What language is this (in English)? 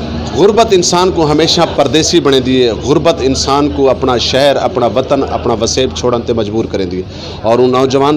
Saraiki